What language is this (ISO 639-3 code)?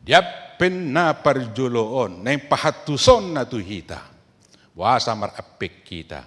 bbc